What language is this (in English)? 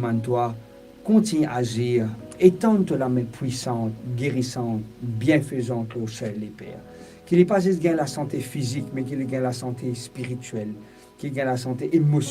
Morisyen